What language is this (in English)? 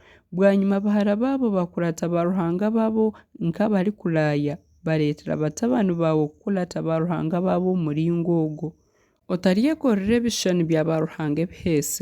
Nyankole